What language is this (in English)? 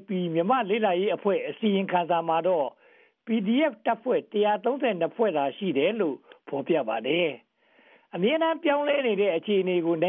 Burmese